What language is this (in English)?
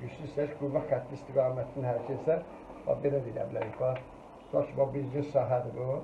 Azerbaijani